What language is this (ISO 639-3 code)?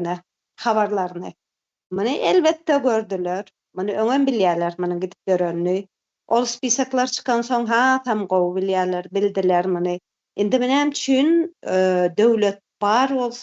tuk